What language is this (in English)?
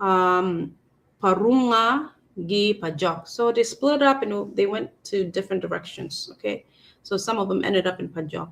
Acoli